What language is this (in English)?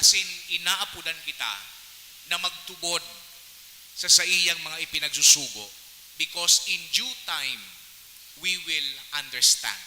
Bikol